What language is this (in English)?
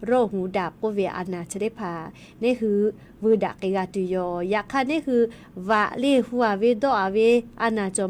Lahu